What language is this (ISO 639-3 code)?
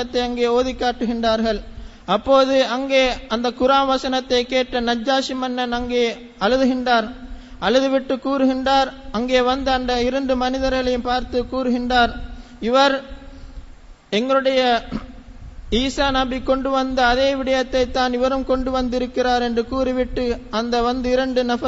tam